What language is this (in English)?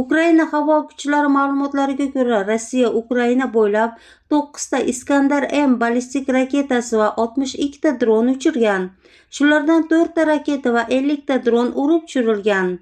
Uzbek